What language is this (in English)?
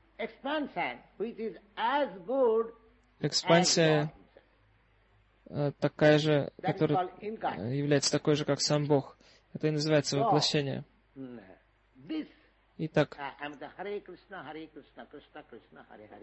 Russian